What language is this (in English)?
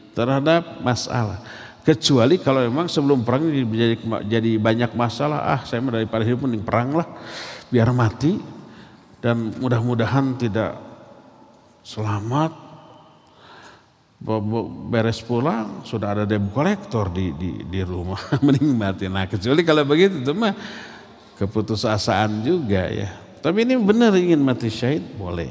Indonesian